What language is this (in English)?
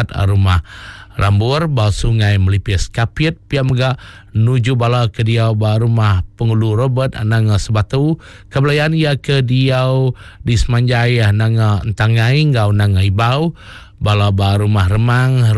Iban